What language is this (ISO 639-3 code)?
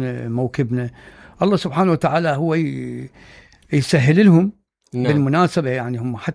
acm